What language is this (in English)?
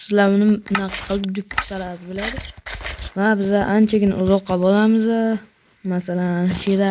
Uzbek